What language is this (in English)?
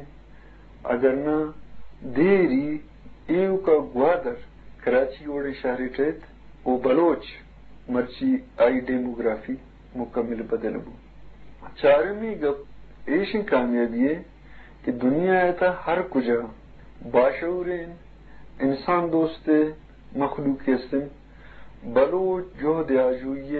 Eastern Balochi